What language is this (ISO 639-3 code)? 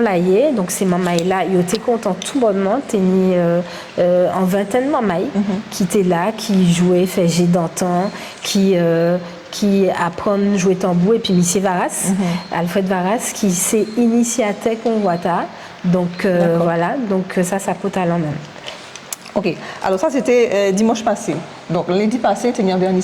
gcf